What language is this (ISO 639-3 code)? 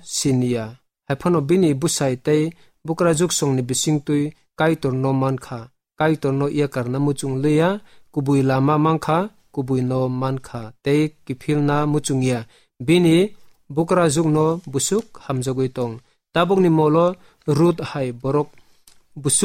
trp